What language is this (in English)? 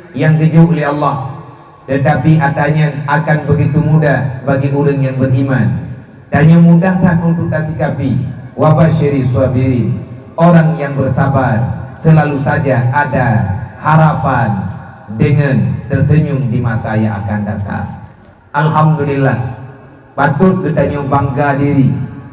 Achinese